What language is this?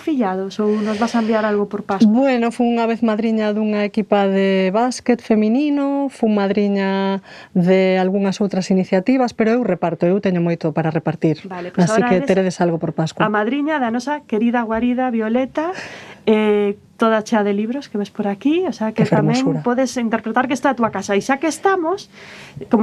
Galician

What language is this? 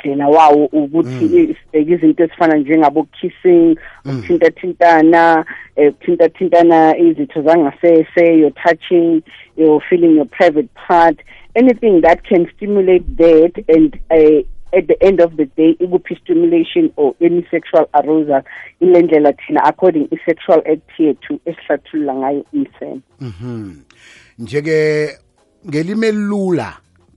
South Ndebele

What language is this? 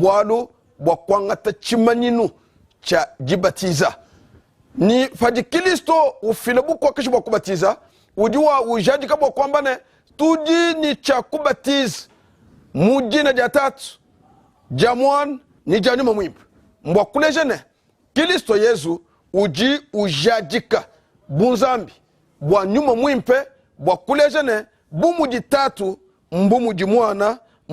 Luba-Lulua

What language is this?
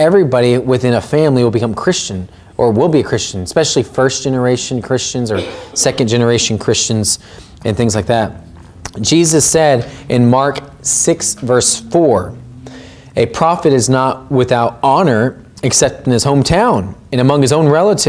English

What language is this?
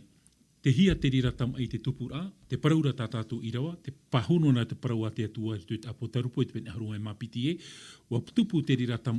Tahitian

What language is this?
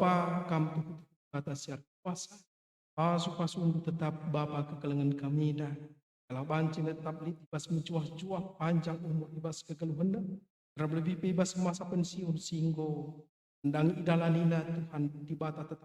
Batak Karo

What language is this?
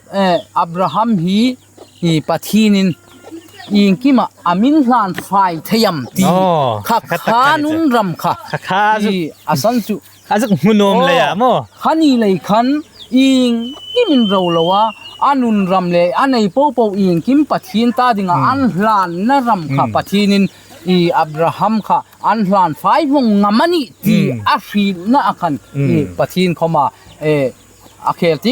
Hmar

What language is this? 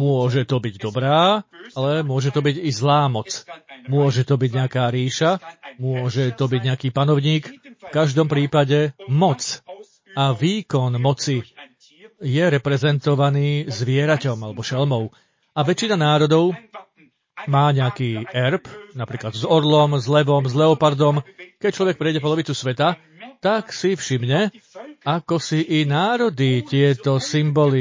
Slovak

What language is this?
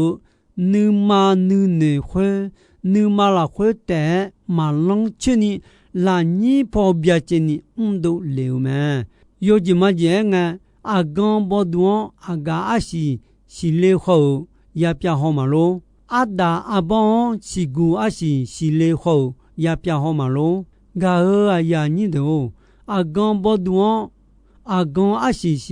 Akha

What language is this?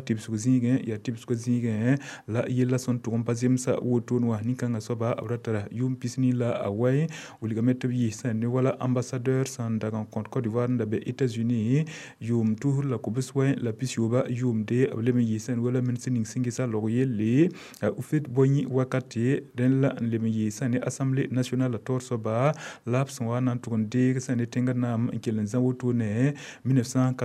Mossi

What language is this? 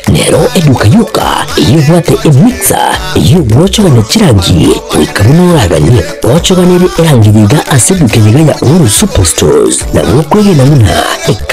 Gusii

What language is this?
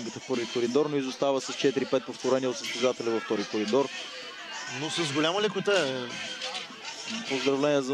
Bulgarian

